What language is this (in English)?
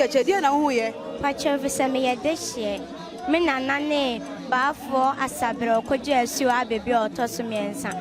Akan